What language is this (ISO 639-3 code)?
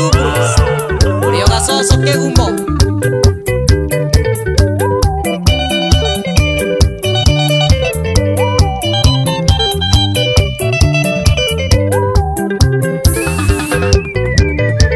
kik